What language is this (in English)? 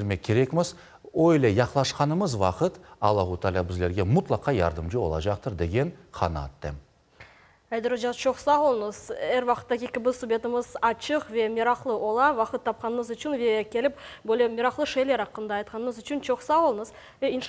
Crimean Tatar